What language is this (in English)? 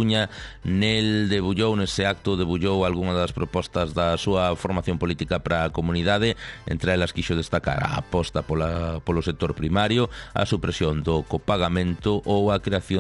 Galician